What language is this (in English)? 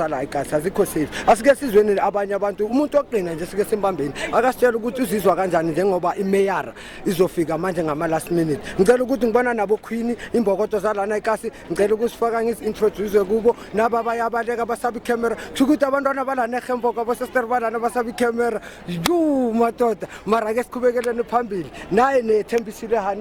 Zulu